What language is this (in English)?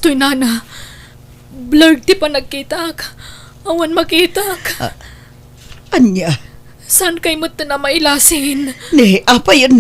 Iloko